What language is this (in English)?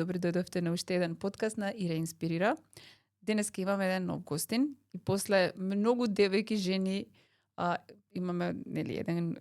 Macedonian